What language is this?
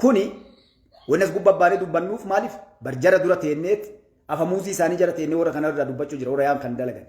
Oromo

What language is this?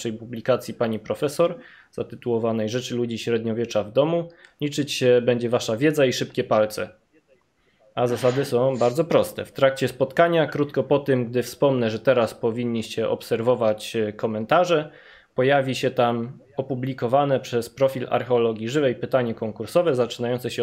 Polish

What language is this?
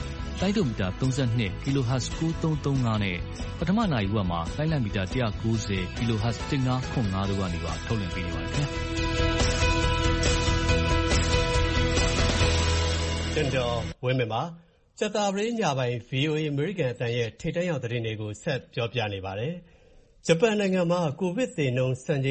Burmese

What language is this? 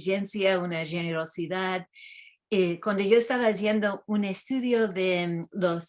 Ladino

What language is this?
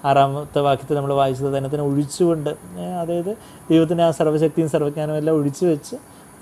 Malayalam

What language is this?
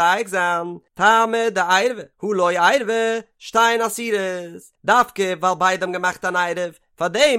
Yiddish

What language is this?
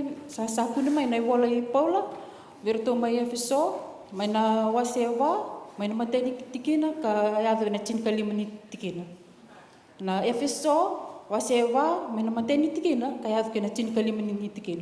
Fijian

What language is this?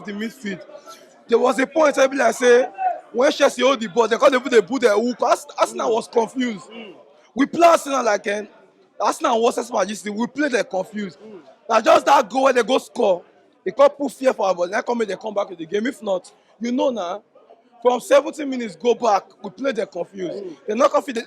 Nigerian Pidgin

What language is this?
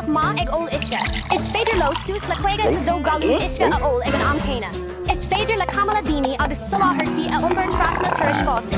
Irish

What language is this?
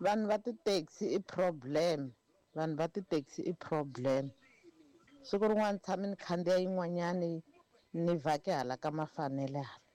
Tsonga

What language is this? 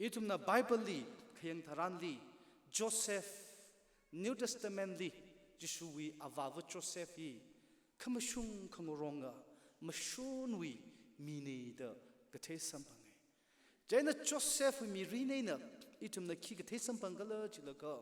Tangkhul Naga (India)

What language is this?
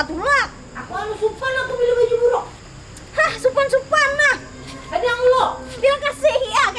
Banjar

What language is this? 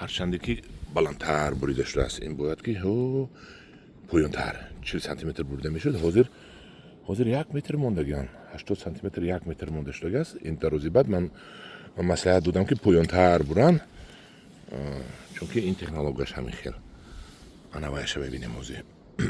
Tajik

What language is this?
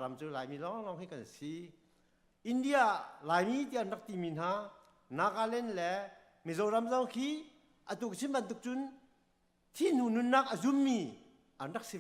Hakha Chin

